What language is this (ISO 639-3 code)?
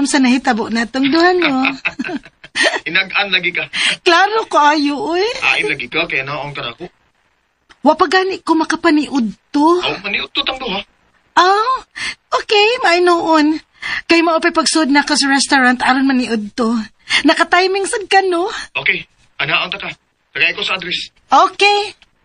ceb